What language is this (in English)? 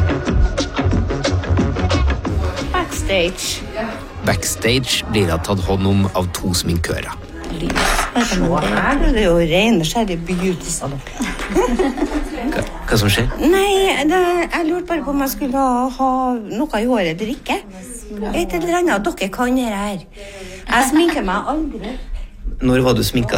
Norwegian